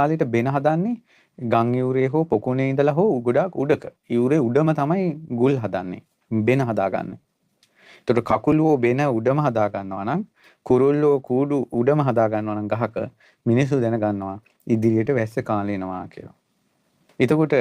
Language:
Sinhala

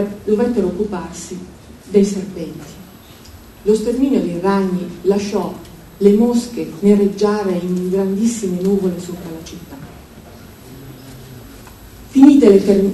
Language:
Italian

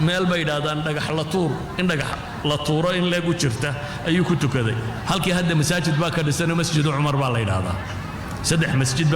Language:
Somali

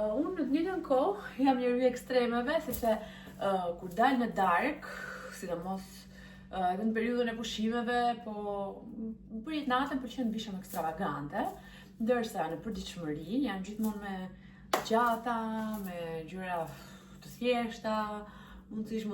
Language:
Albanian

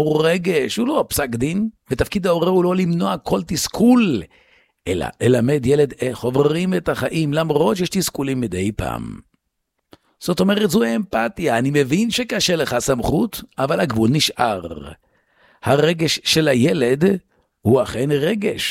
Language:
Hebrew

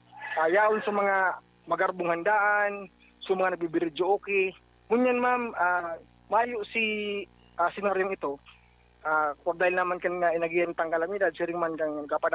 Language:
Bikol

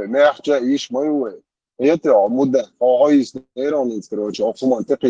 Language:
Chechen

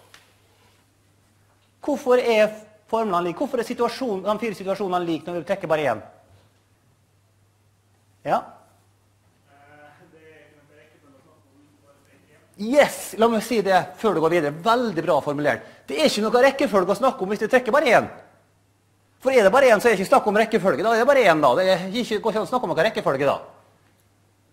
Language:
Norwegian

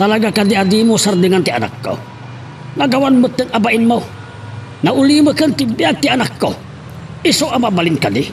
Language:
Iloko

